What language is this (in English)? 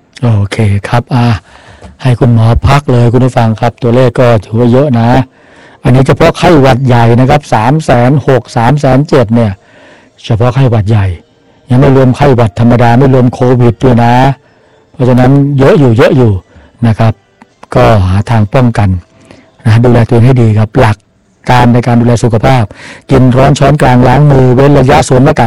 Thai